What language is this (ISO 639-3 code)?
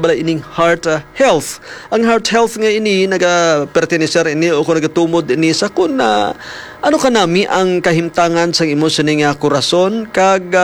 hil